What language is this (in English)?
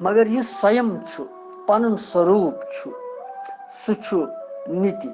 Kashmiri